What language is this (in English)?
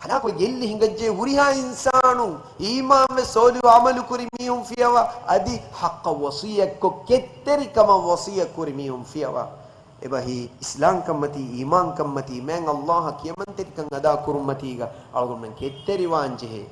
Divehi